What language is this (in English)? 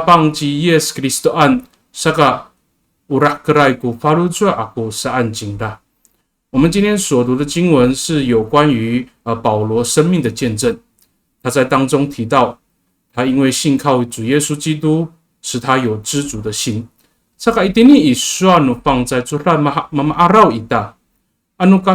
Amis